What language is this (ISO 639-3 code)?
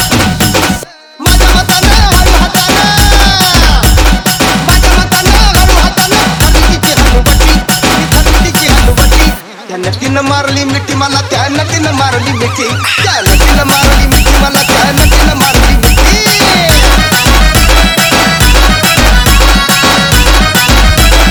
mar